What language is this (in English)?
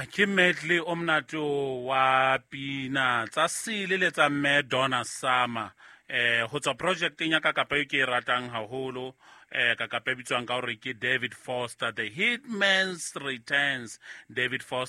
Southern Sotho